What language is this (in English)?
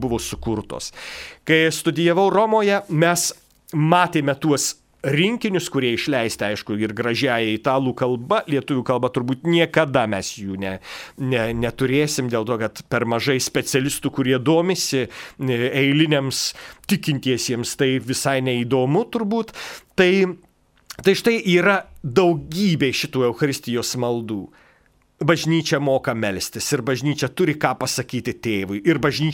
Lithuanian